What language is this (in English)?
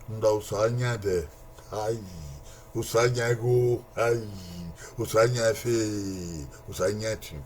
Bini